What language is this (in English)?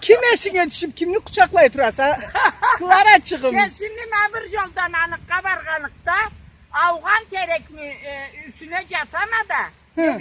Karachay-Balkar